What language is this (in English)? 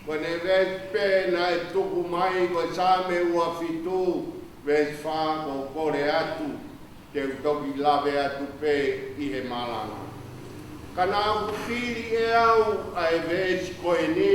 Tongan